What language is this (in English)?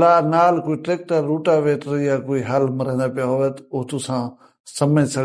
Saraiki